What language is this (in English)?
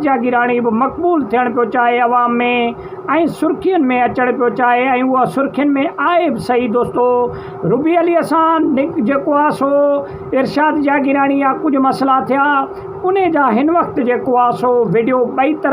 Sindhi